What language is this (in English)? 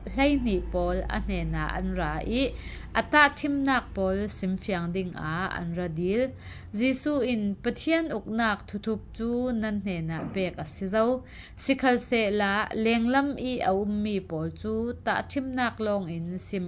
Falam Chin